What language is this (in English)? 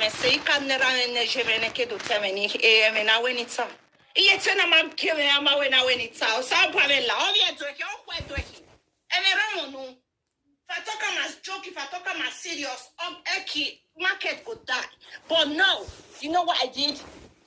Nigerian Pidgin